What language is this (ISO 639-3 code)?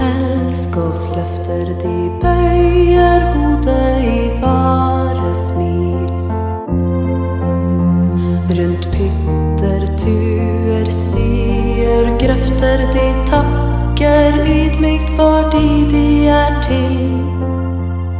nor